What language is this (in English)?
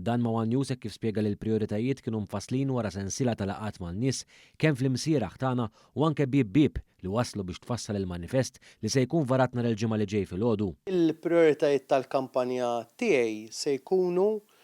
Maltese